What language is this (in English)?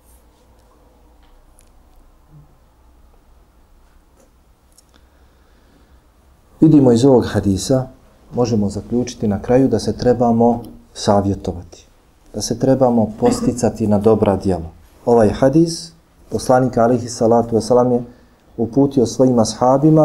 Bosnian